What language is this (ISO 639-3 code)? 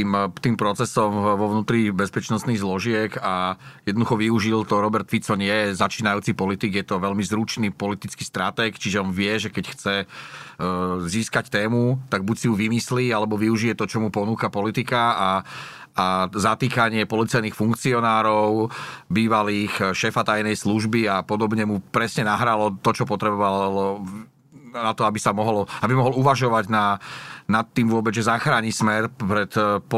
slk